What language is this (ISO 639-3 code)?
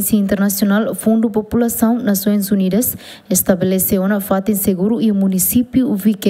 tet